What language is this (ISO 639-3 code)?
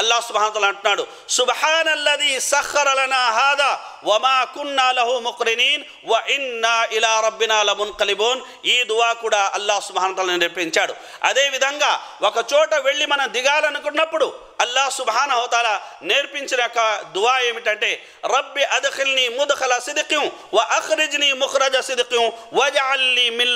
tel